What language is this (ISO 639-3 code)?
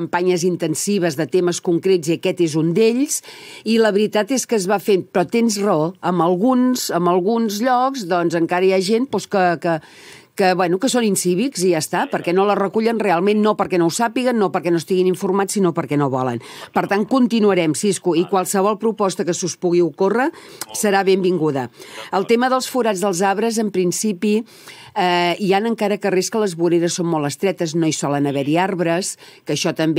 cat